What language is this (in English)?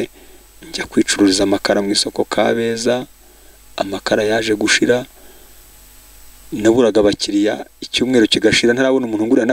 Kinyarwanda